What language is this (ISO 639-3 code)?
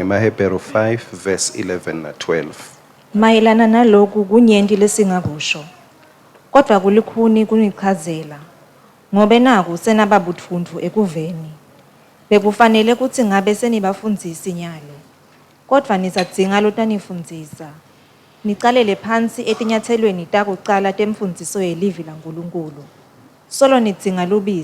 ssw